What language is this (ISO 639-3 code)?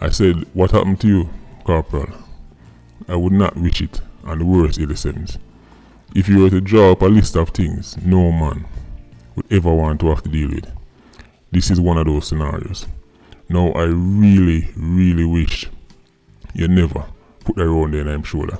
jam